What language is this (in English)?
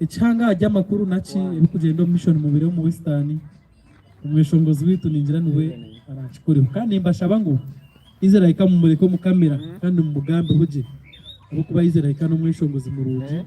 Nyankole